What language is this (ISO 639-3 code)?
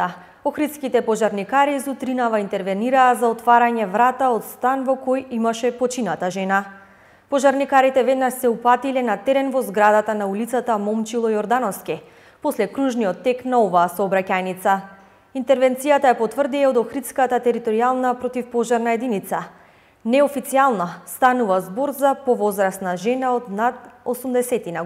mkd